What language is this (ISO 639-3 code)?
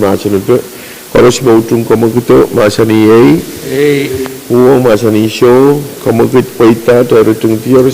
pon